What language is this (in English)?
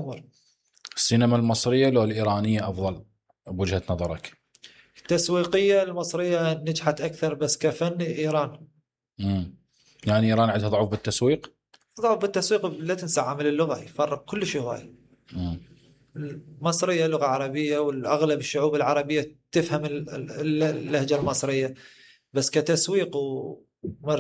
Mesopotamian Arabic